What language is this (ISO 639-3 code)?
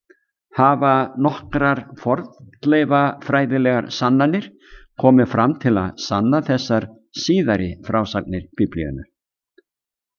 isl